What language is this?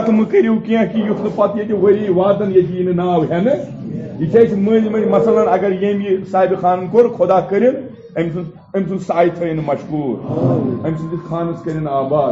Kashmiri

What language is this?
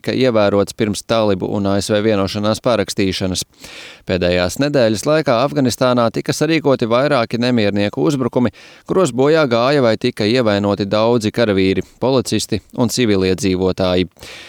Latvian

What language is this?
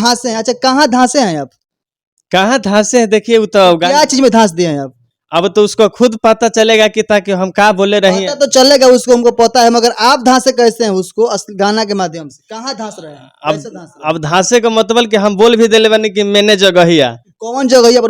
Bhojpuri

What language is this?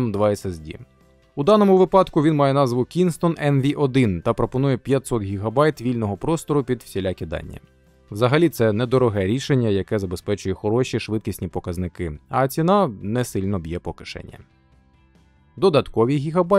Ukrainian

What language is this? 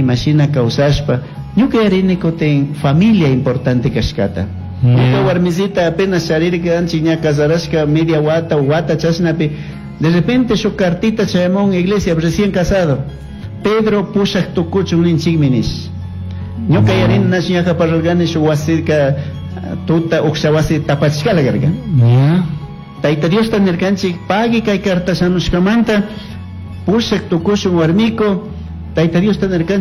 Chimborazo Highland Quichua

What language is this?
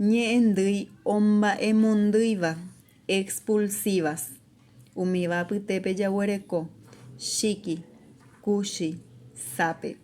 Guarani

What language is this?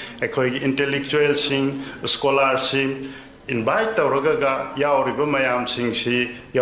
Manipuri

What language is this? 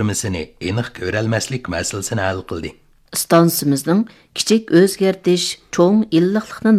Uyghur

